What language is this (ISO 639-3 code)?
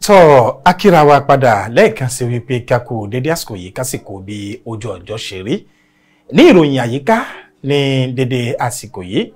yor